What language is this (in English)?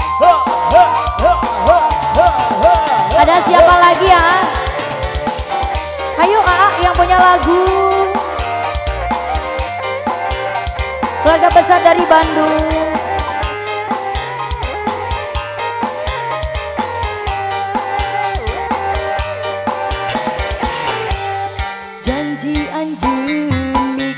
Indonesian